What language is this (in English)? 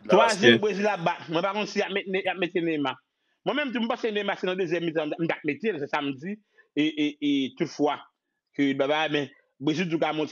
Haitian Creole